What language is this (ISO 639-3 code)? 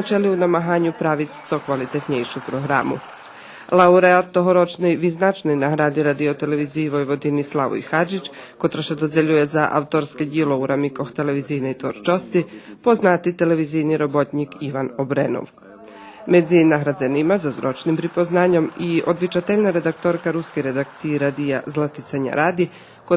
rue